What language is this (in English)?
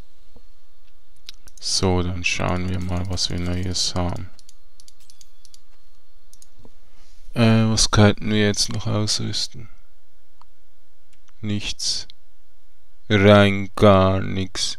German